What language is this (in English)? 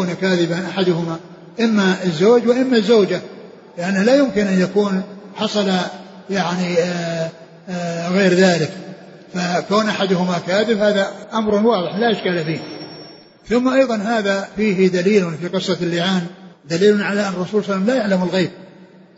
Arabic